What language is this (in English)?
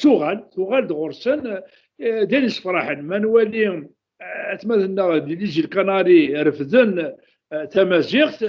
Kabyle